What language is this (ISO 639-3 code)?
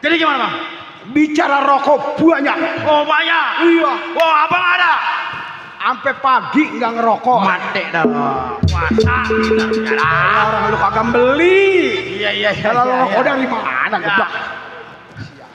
bew